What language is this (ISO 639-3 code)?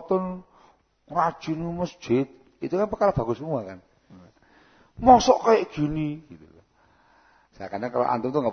ind